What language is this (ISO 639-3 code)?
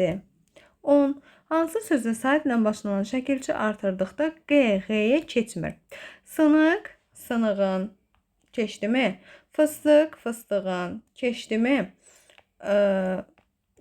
aze